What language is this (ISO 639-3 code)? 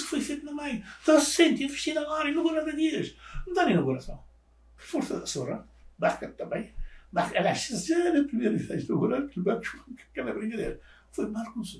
kea